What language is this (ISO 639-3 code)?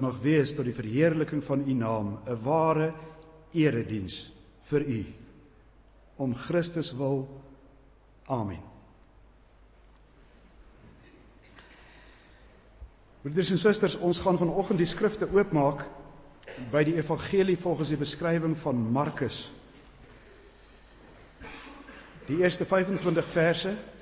afr